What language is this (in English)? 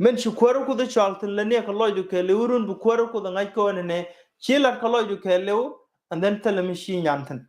Nuer